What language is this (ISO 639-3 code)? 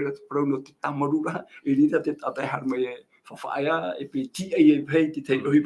tah